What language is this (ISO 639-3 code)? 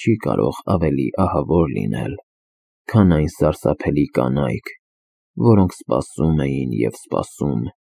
hye